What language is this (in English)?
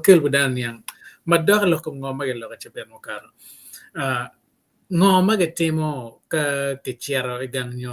Acoli